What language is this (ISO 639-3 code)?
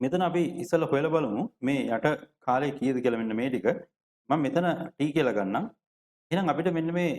sin